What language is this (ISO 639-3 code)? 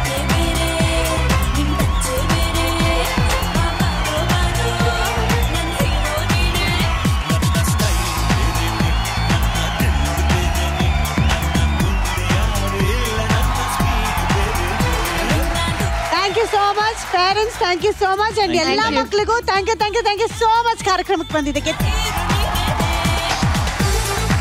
kan